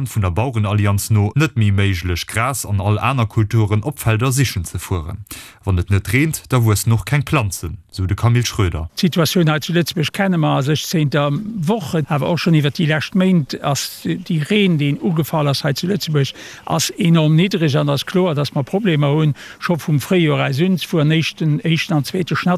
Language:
Luxembourgish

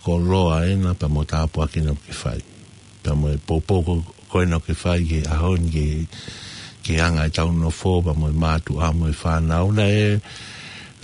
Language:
Tongan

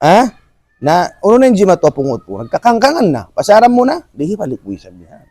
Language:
Tausug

